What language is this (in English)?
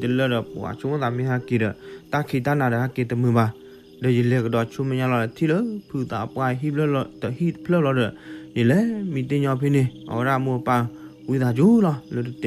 S'gaw Karen